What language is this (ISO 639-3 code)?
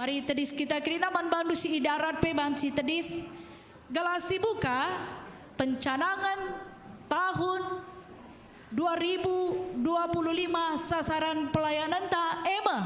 btx